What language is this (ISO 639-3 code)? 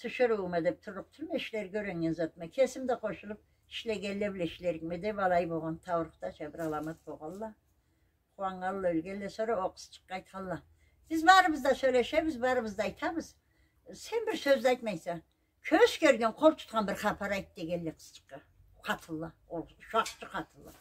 krc